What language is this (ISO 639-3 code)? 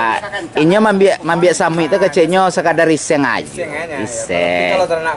min